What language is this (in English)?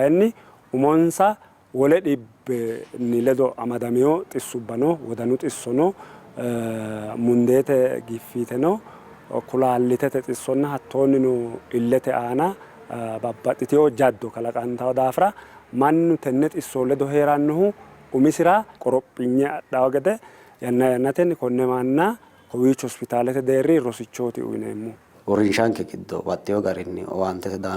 Sidamo